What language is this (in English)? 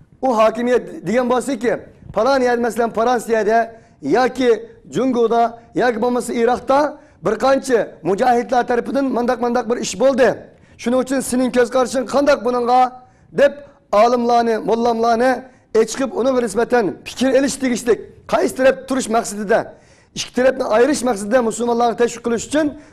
Uyghur